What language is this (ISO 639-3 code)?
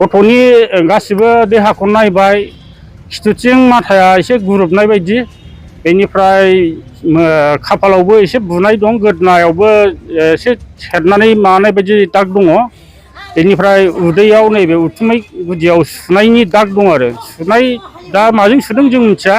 brx